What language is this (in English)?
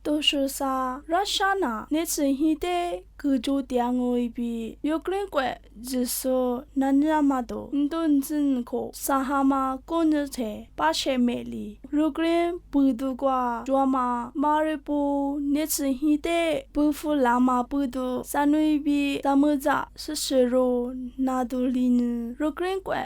Lisu